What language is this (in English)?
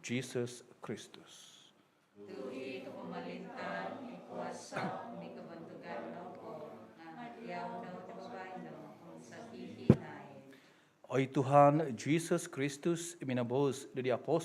Central Dusun